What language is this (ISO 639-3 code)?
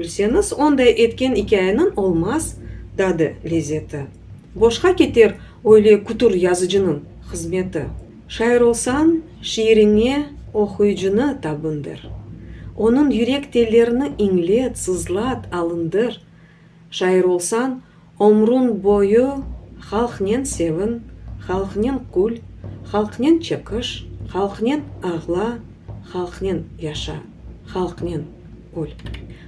crh